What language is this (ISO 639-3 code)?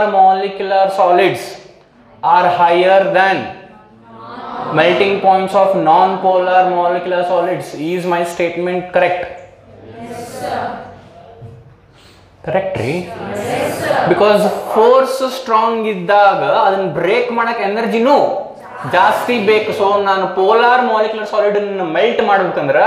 kan